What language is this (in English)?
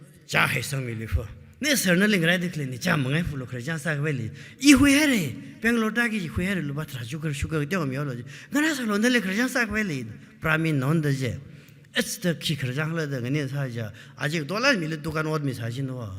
Tangkhul Naga (India)